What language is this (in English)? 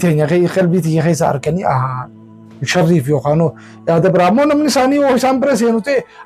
Oromo